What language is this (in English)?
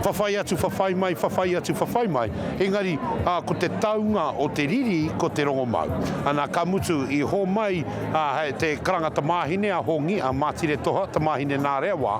Māori